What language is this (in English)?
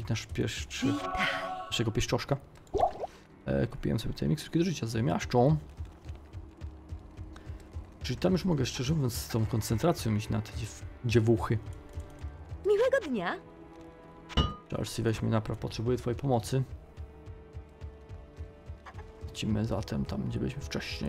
Polish